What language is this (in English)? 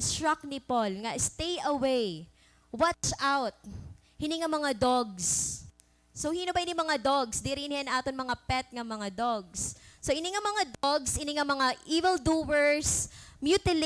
Waray